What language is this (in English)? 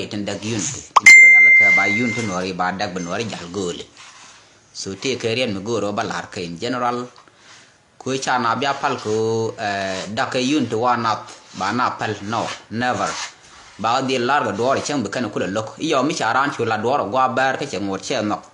Nuer